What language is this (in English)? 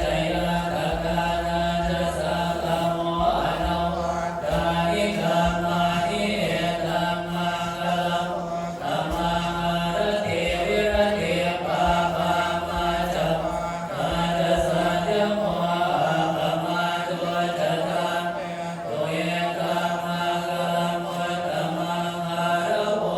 Pali